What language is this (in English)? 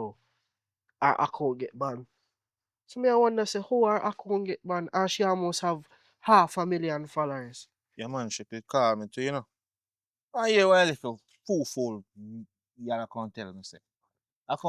Jamaican Creole English